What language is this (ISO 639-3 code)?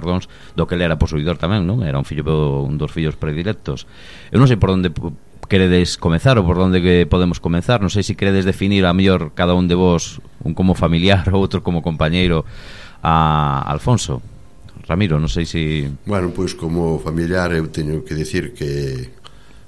glg